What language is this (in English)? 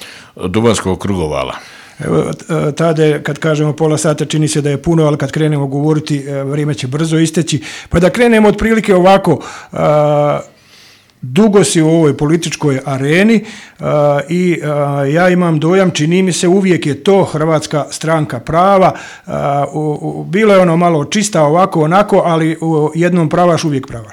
Bosnian